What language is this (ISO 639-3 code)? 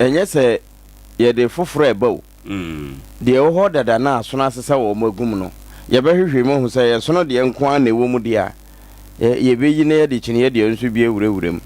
aka